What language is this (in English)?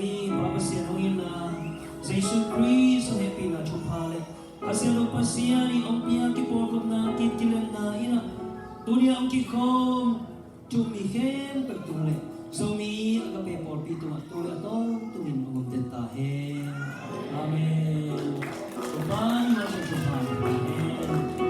Tedim Chin